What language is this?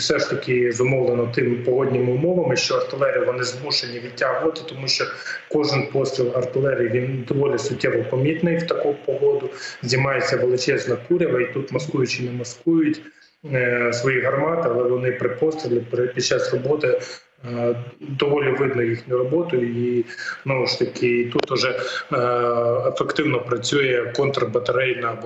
Ukrainian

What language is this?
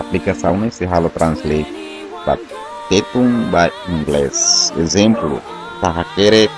Tetum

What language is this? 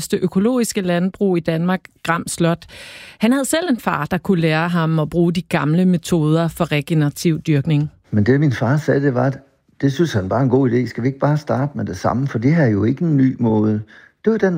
Danish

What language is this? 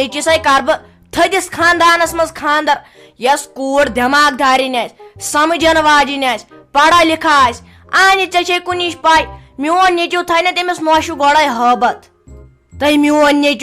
Kashmiri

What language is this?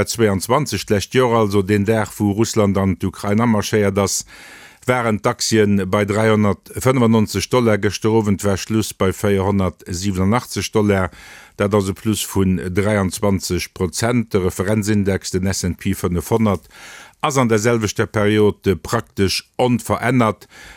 Luxembourgish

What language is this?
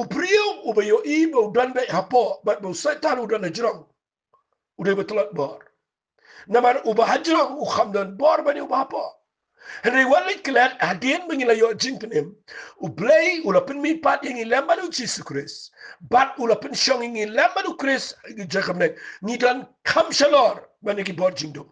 Khasi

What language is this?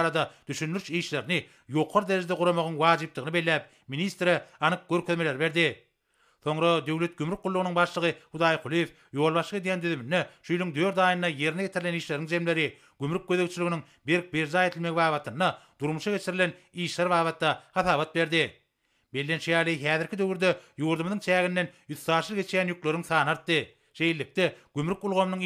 Turkmen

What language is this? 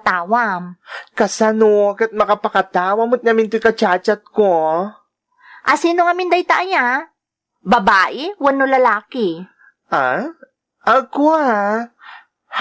Iloko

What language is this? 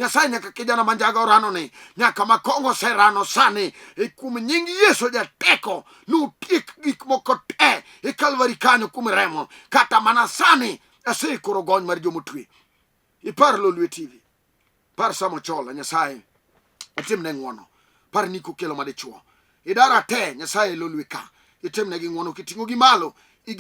Luo (Kenya and Tanzania)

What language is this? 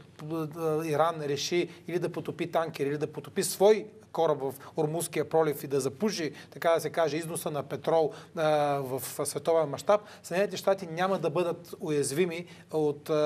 Bulgarian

